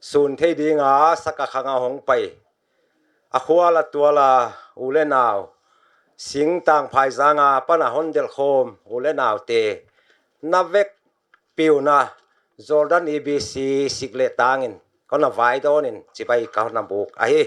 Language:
Paite Chin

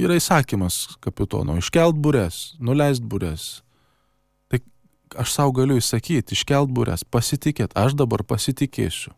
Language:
Lithuanian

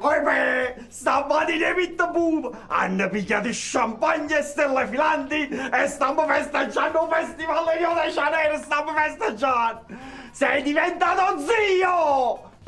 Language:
Neapolitan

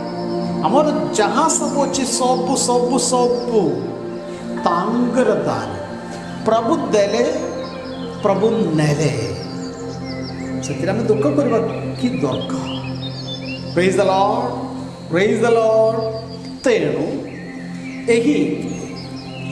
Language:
Odia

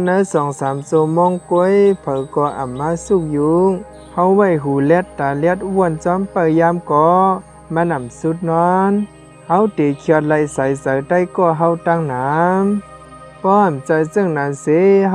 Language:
Shan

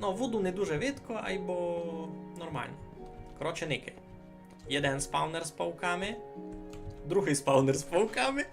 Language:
Rusyn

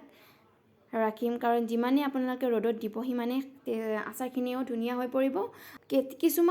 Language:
Assamese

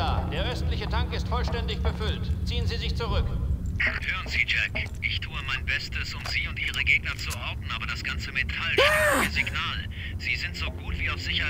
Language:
Bavarian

